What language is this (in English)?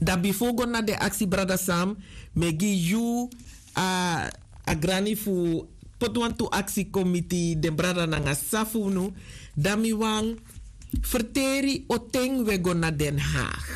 Sranan Tongo